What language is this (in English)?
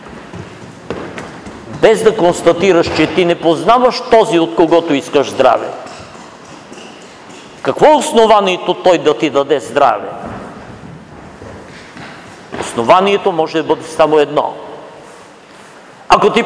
Bulgarian